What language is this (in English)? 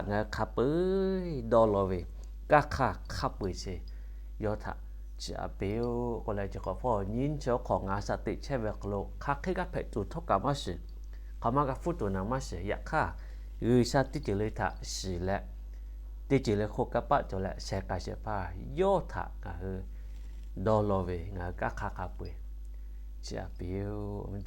Lahu